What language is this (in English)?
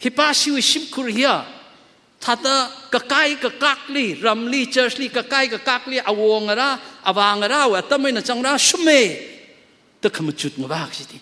Tangkhul Naga (India)